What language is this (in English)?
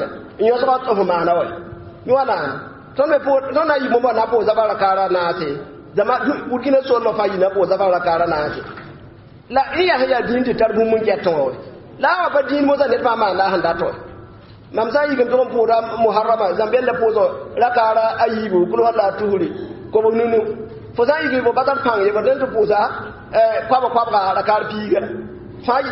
Mossi